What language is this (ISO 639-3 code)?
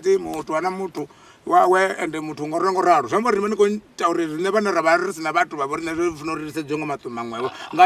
ven